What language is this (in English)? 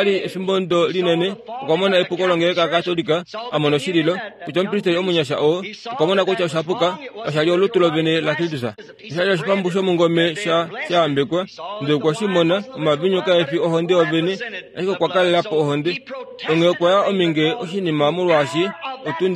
Kuanyama